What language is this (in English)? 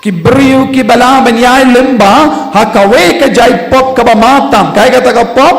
Khasi